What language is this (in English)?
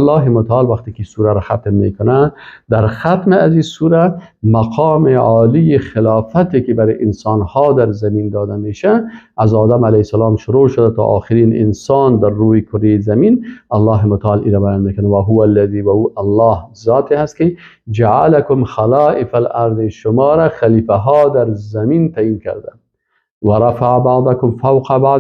Persian